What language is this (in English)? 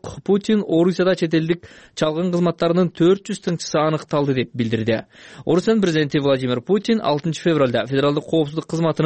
Kyrgyz